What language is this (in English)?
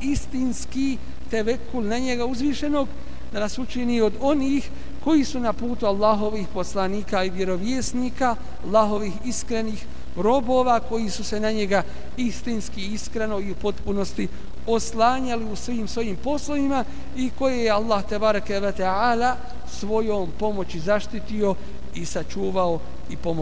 Bosnian